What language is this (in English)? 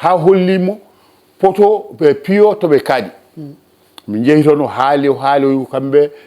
Fula